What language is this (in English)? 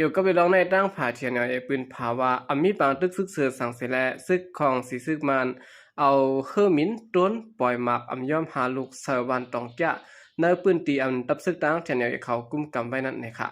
Shan